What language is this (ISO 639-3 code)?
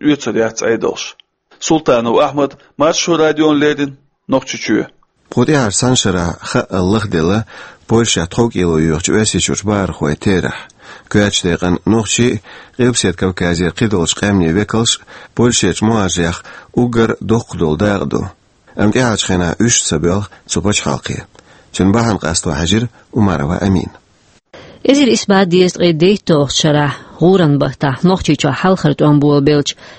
che